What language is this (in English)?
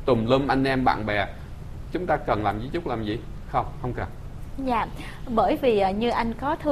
Vietnamese